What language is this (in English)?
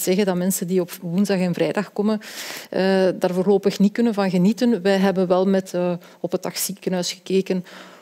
Dutch